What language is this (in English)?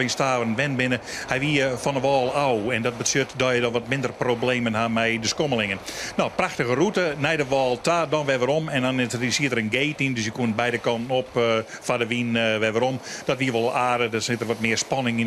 Western Frisian